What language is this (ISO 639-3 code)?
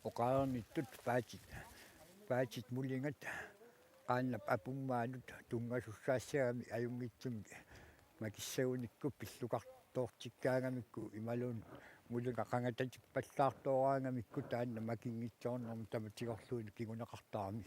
kal